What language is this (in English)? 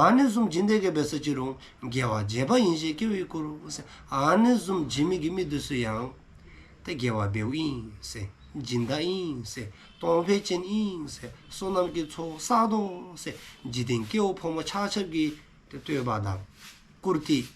Dzongkha